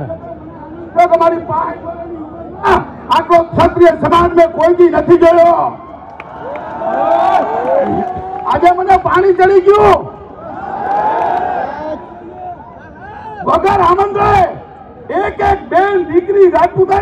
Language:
Gujarati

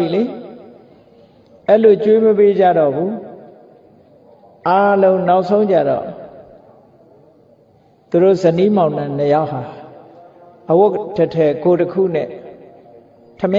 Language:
Burmese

